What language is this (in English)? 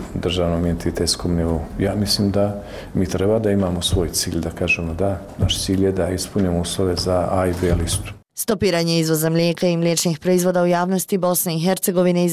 Bosnian